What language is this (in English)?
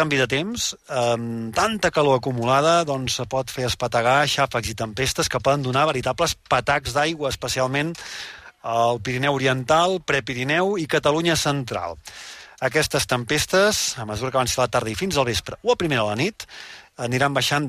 Catalan